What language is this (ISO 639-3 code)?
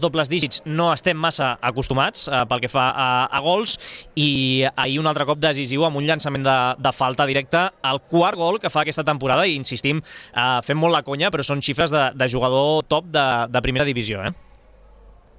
cat